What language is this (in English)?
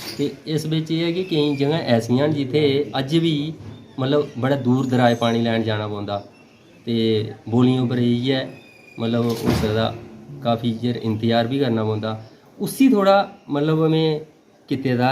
Dogri